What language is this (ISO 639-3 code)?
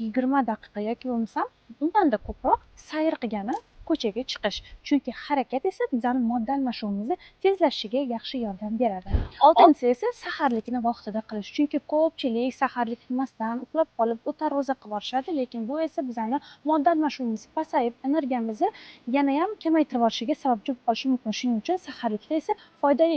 uzb